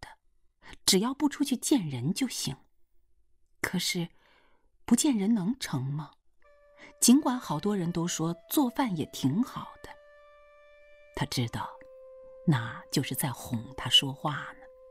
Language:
Chinese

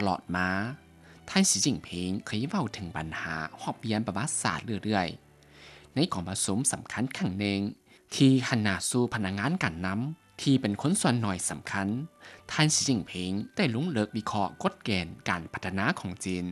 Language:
Lao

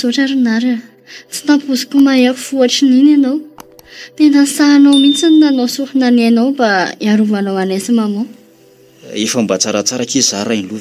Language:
Malagasy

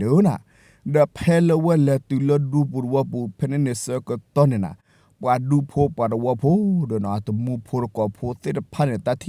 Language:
S'gaw Karen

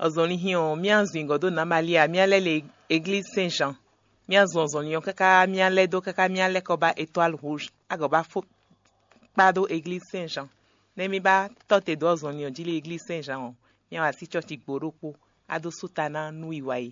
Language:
Fon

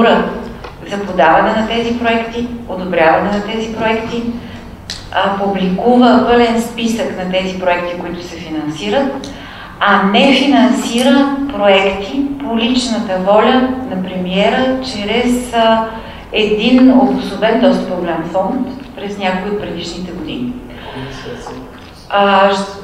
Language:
Bulgarian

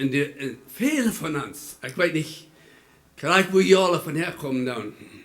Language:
Plautdietsch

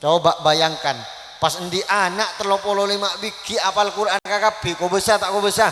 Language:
Madurese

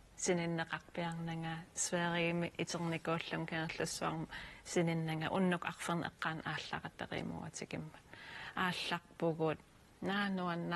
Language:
Kalaallisut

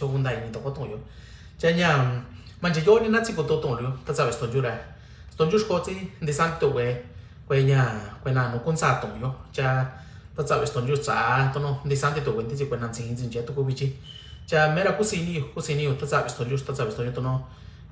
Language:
Mixtepec Mixtec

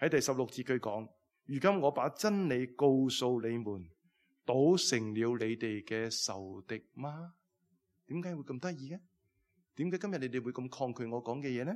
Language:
Cantonese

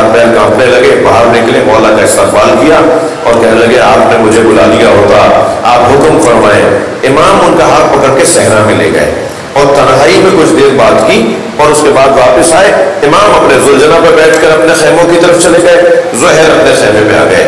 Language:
Urdu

